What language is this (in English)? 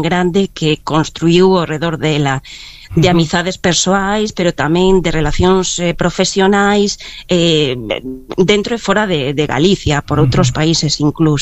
Galician